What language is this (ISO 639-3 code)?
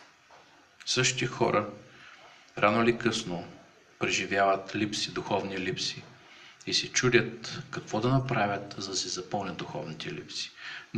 bul